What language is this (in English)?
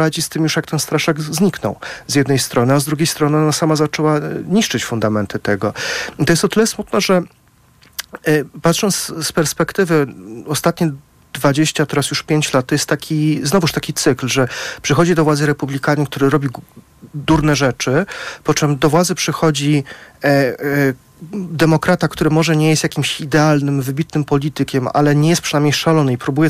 Polish